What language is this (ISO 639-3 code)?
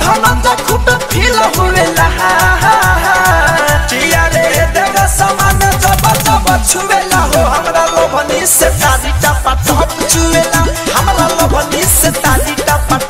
bho